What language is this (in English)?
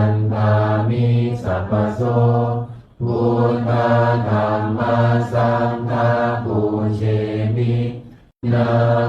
Pali